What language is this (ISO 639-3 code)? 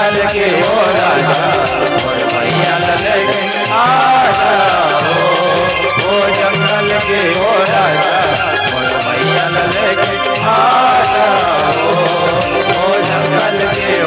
hne